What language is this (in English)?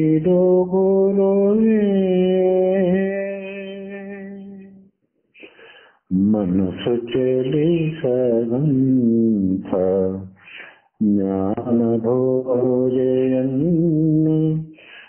Kannada